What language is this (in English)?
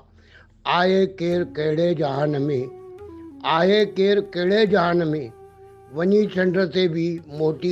Sindhi